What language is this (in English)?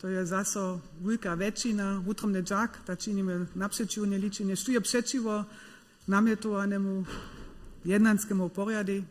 Upper Sorbian